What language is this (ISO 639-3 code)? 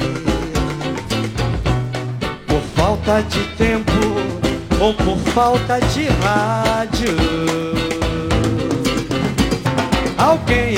hun